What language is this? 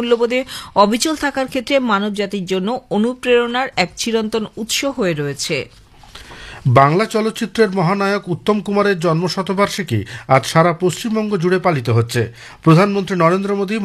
Bangla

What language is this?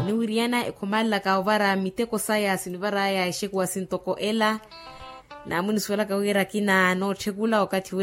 Makhuwa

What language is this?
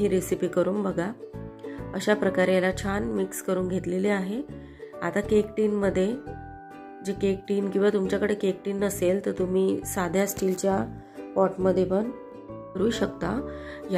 Marathi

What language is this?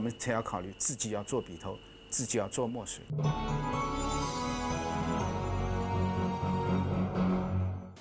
Chinese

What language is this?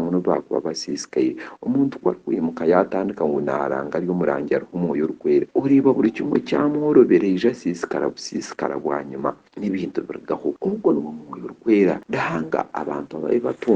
Nyankole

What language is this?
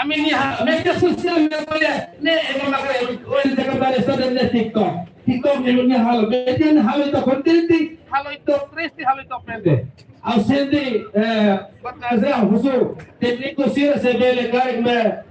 Tetum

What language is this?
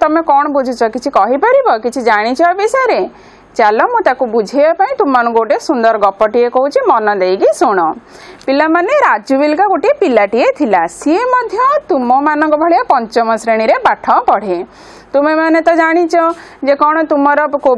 Odia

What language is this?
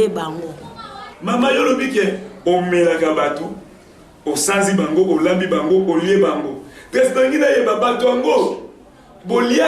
Lingala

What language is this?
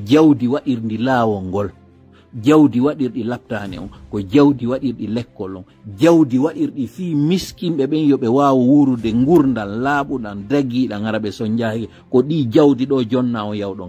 Fula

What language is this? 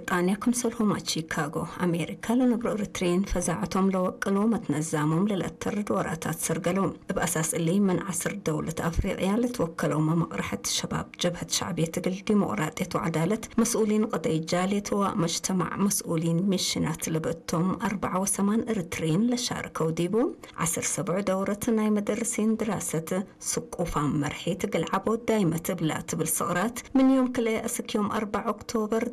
Tigre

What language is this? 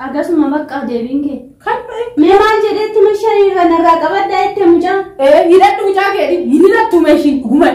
Oromo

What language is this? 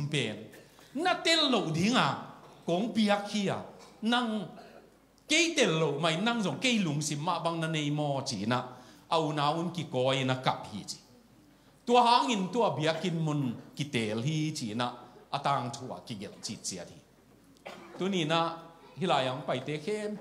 Tedim Chin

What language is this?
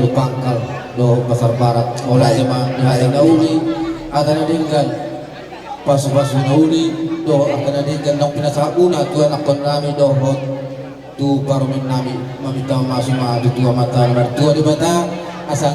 Batak Toba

